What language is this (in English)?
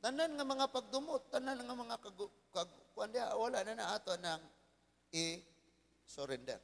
Cebuano